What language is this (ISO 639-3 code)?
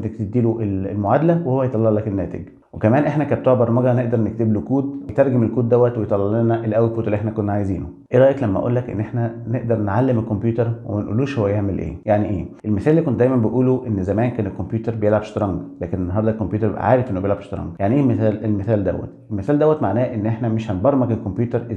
arz